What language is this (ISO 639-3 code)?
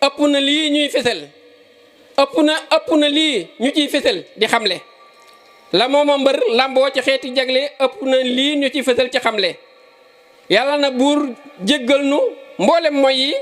wol